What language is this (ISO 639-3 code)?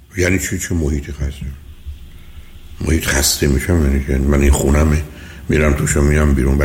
fas